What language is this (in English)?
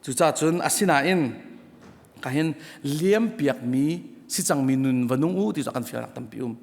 Hakha Chin